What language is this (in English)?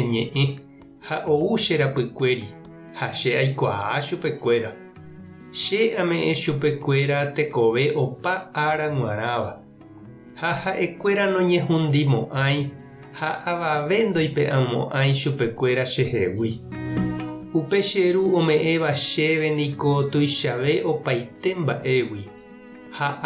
Guarani